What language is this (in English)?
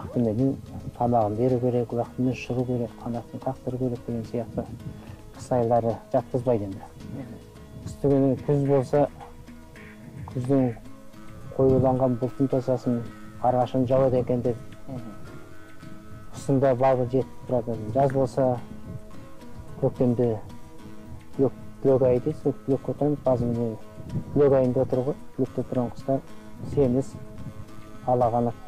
Kazakh